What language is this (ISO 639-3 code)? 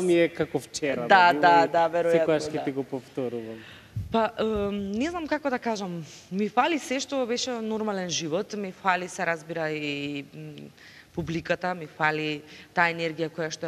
mkd